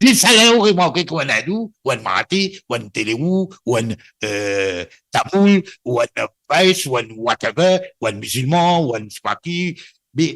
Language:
Morisyen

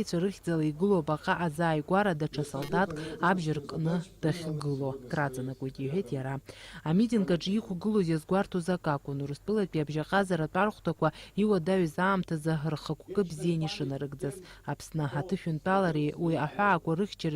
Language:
Abkhazian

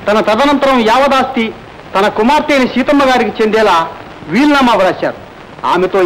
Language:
Telugu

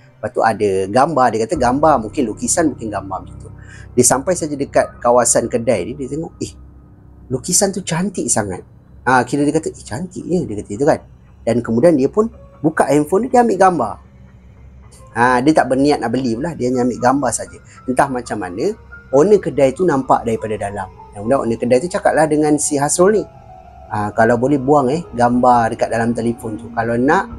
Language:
Malay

